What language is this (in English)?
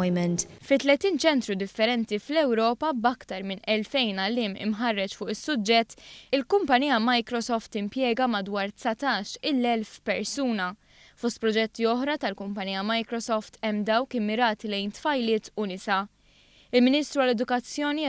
Maltese